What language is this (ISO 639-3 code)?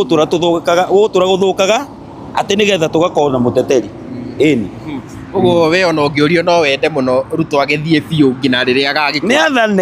kik